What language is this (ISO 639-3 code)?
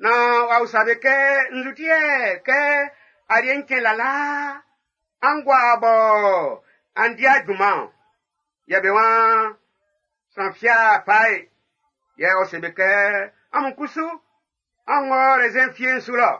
bci